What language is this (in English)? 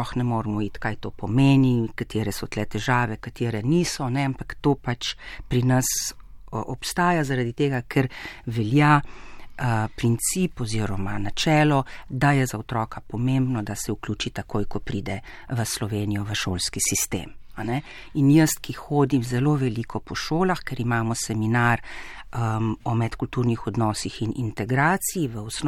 Slovenian